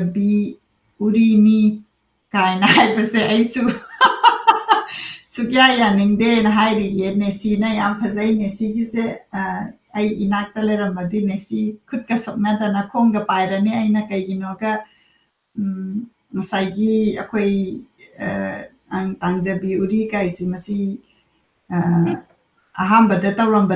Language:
Manipuri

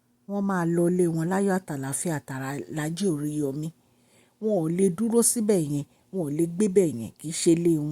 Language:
Yoruba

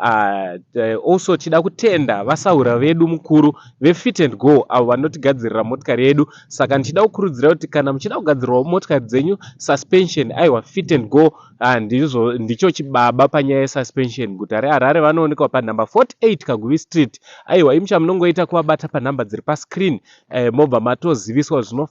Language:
Shona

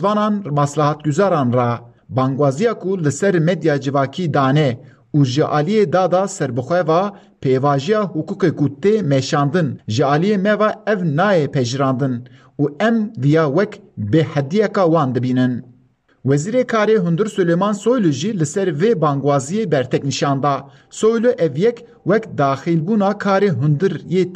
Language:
Kurdish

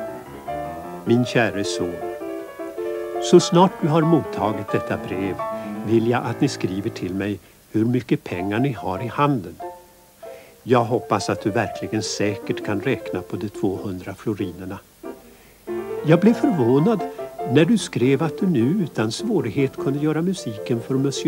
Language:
Swedish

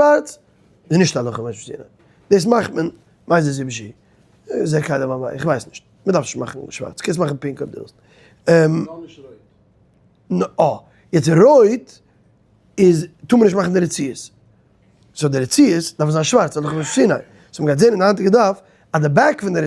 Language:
Yiddish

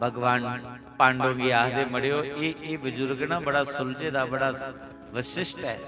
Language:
Dogri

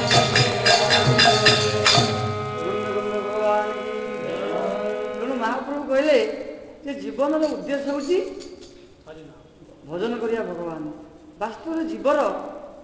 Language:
Odia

